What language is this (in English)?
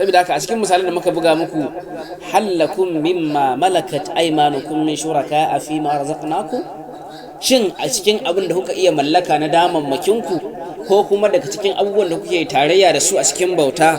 Hausa